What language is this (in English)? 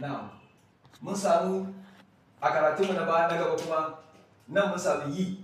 Hausa